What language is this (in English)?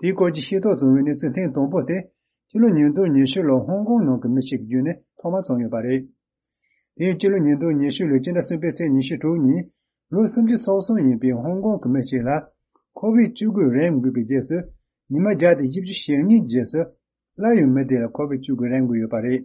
Tibetan